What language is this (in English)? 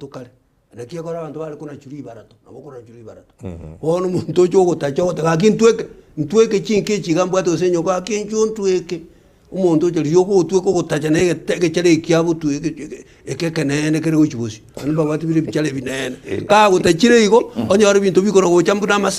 Gusii